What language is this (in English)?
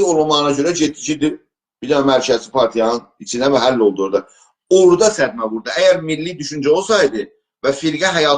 South Azerbaijani